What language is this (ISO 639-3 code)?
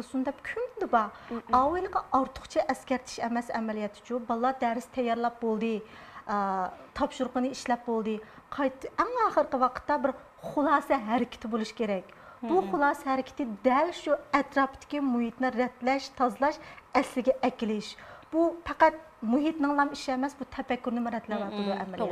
uig